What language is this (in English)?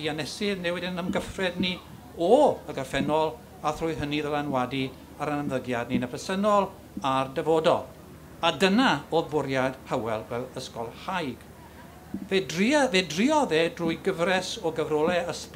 Welsh